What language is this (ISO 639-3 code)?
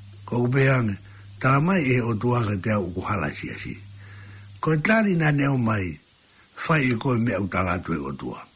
ton